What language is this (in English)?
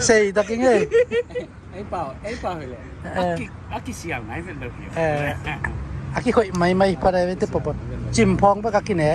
Tedim Chin